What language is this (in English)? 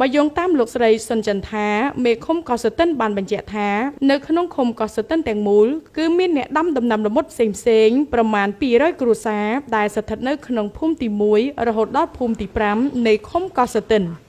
Khmer